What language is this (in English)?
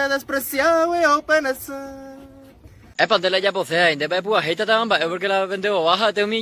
Guarani